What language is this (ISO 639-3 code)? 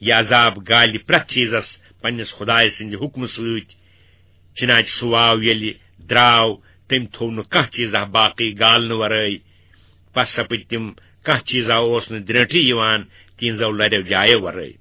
kas